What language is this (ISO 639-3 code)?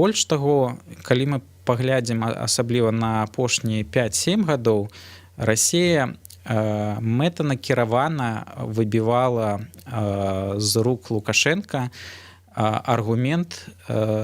bel